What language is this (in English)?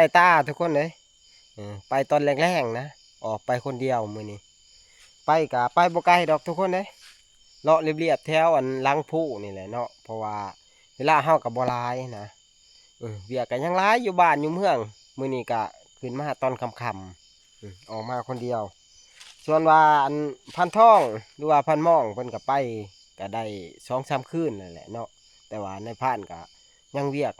Northeastern Thai